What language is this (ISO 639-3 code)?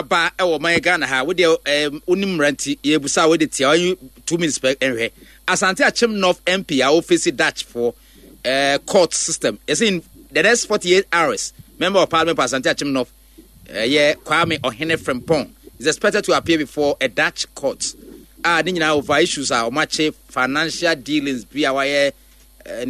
aka